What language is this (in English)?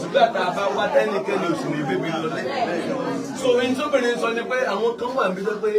Yoruba